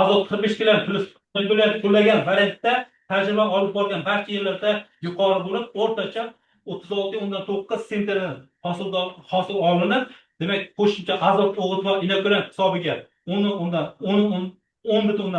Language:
Uzbek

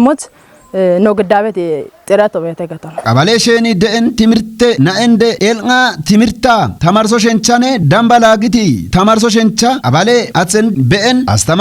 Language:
Kafa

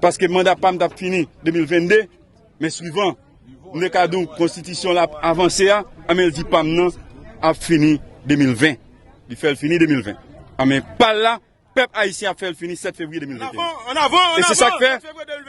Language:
Haitian Creole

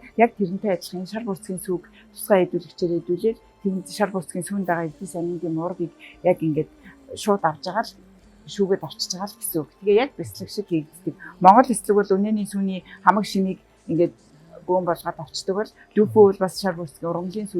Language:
Mongolian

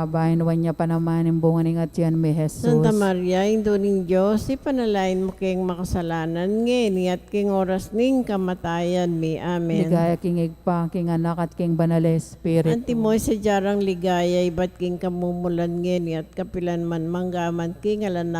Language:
Pampanga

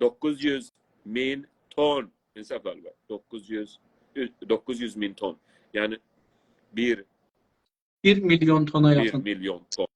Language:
South Azerbaijani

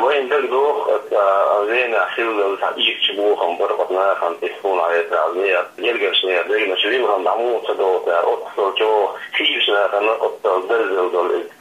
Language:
Chechen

